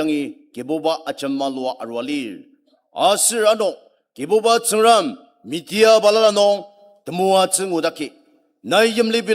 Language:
Ao Naga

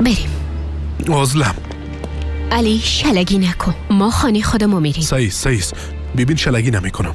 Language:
Persian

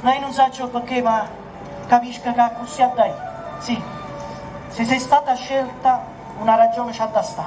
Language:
Neapolitan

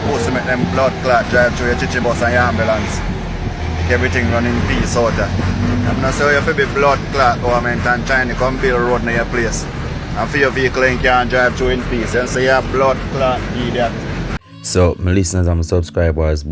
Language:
Jamaican Creole English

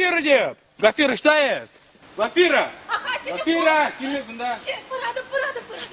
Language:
Chuvash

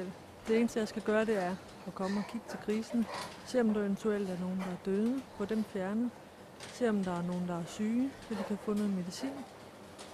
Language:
Danish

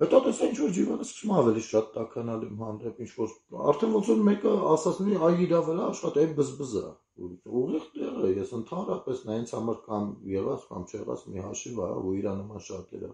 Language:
Armenian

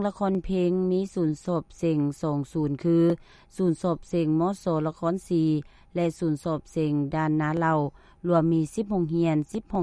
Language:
Lao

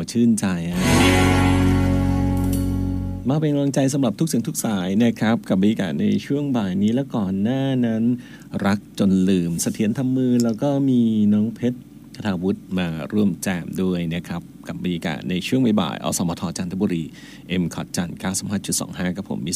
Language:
Thai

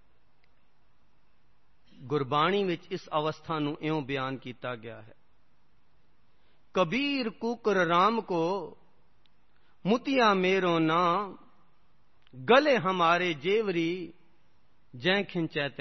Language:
Punjabi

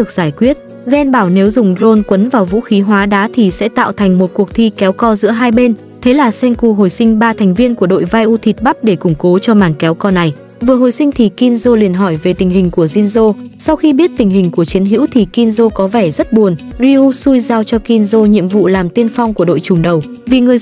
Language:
Vietnamese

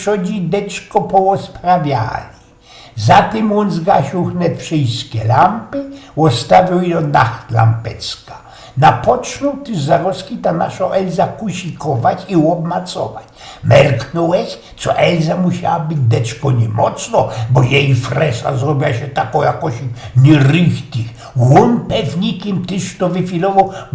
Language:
Silesian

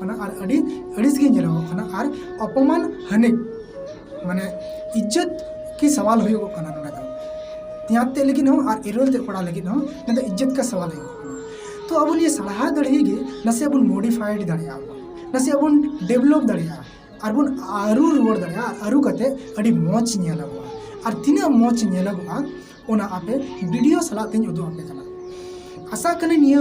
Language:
Santali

